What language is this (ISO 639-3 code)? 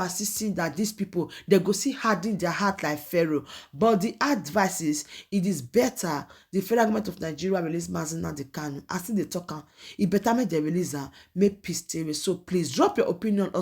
pcm